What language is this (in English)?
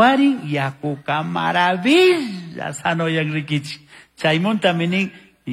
Chimborazo Highland Quichua